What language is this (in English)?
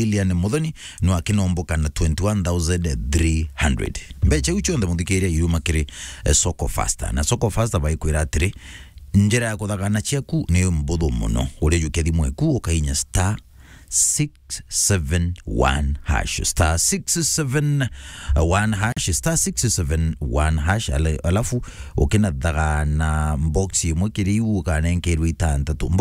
Meru